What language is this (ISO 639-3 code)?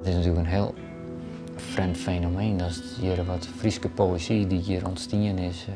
fry